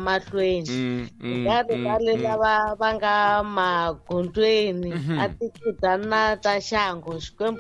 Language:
Tsonga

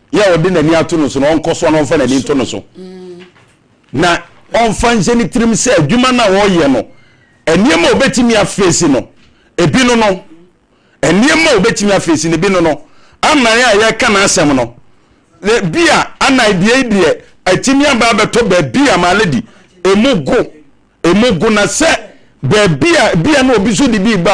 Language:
Akan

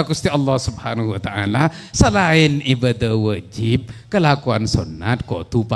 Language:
Madurese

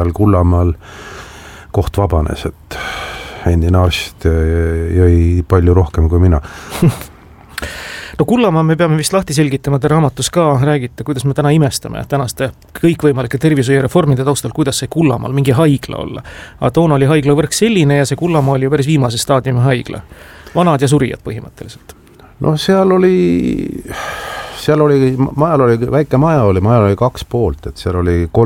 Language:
Estonian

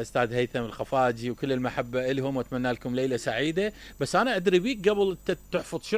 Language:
Mesopotamian Arabic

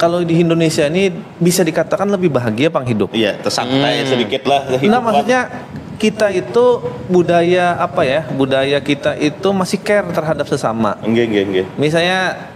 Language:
Banjar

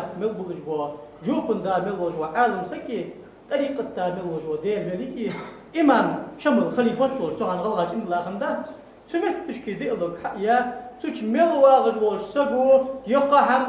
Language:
Ingush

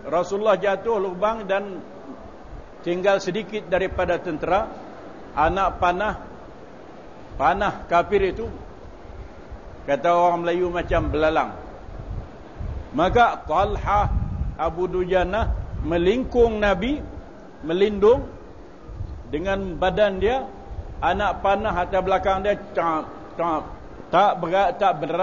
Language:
Malay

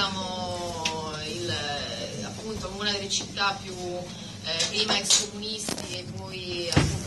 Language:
Italian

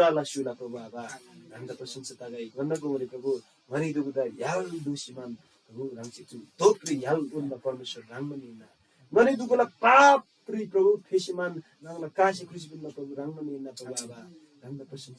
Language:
Eastern Tamang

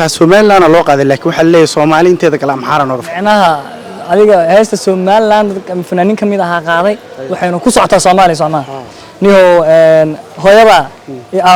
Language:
Somali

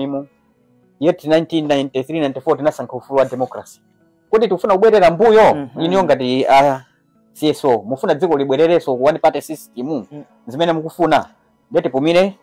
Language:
Nyanja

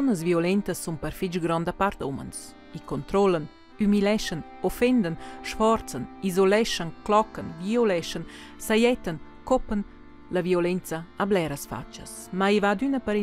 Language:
Romansh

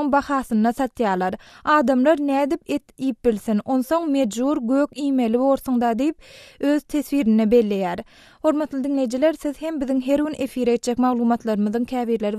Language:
Turkmen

